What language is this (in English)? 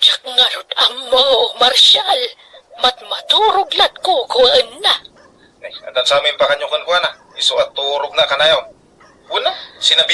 Iloko